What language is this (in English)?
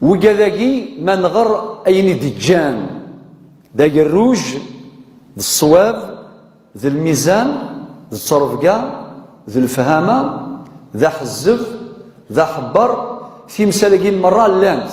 Kabyle